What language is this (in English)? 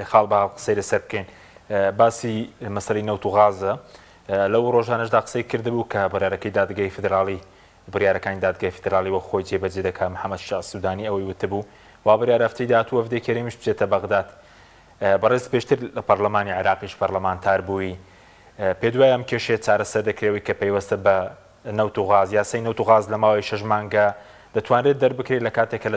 Central Kurdish